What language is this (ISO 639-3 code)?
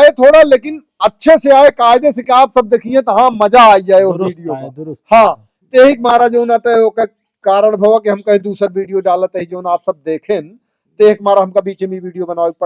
awa